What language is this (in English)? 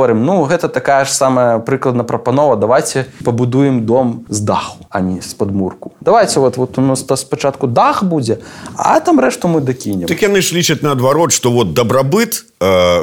Belarusian